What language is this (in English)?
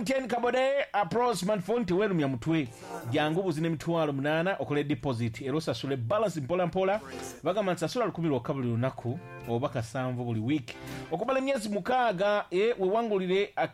Ganda